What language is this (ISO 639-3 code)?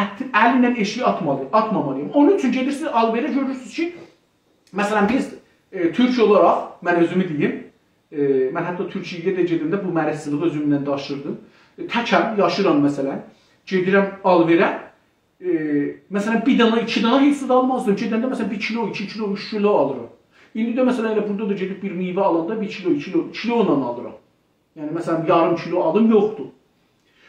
azb